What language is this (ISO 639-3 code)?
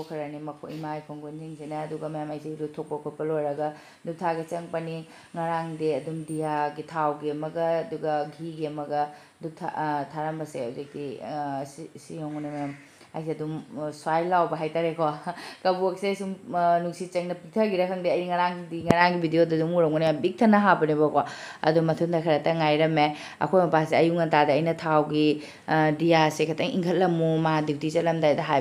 mni